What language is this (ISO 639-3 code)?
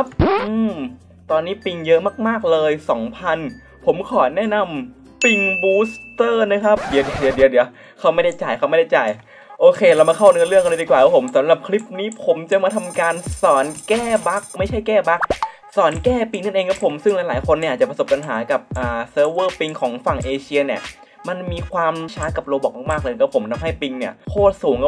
tha